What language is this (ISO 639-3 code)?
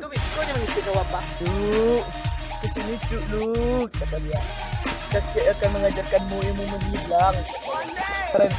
min